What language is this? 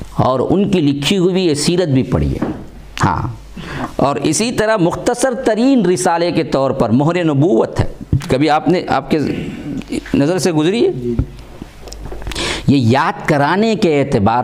Urdu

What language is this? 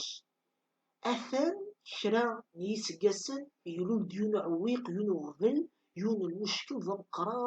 Kabyle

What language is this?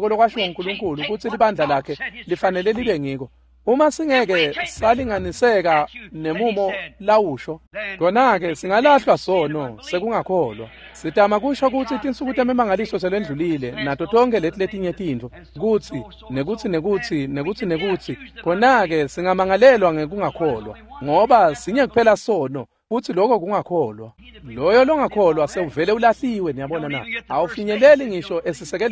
Swati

